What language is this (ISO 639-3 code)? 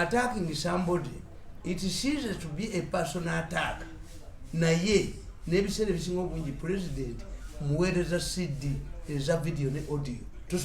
lug